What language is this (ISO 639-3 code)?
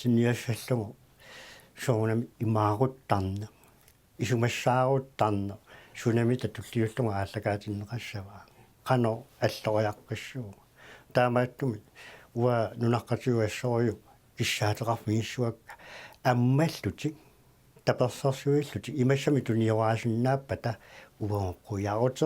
kal